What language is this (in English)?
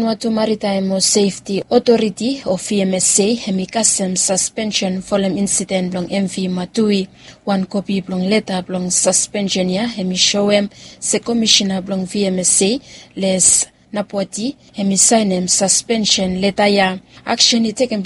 Bislama